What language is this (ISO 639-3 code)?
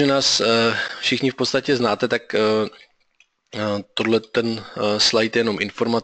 ces